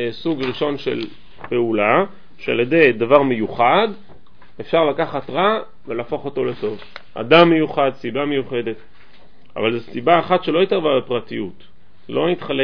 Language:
Hebrew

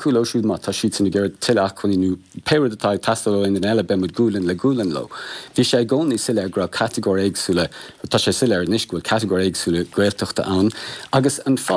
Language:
Irish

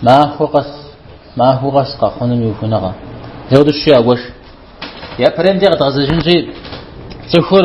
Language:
Kabardian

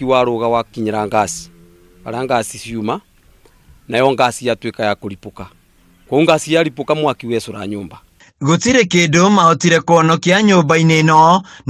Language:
Kikuyu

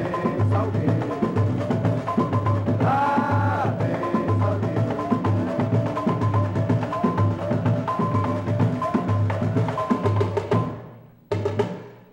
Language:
Portuguese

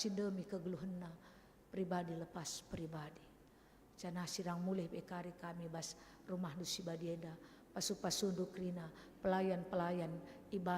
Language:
Batak Karo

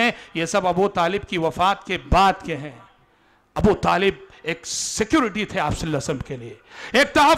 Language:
Urdu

